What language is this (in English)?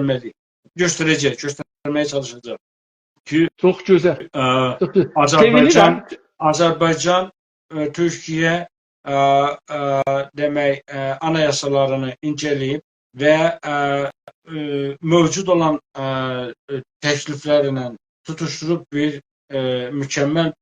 South Azerbaijani